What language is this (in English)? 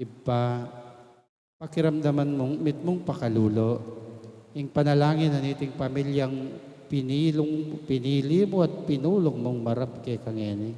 Pampanga